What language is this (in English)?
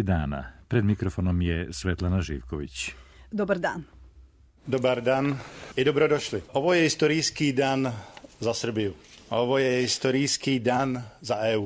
Serbian